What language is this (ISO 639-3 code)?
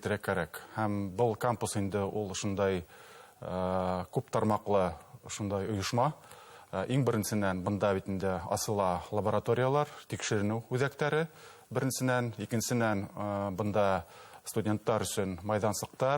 bak